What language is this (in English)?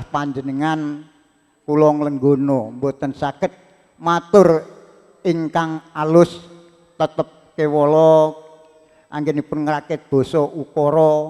Javanese